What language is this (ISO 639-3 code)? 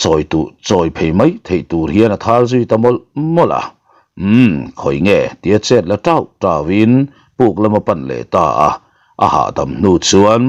lus